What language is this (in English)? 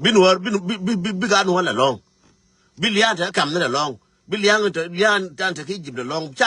Nuer